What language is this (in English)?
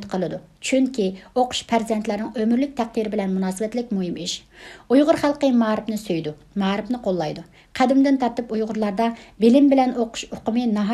Uyghur